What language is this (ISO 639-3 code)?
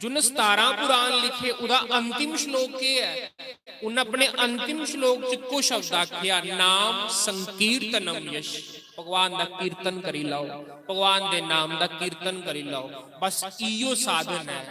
doi